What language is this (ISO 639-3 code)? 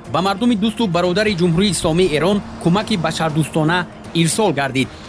tgk